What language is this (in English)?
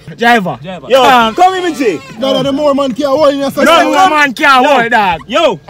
Jamaican Creole English